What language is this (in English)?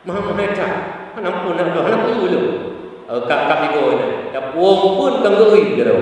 Achinese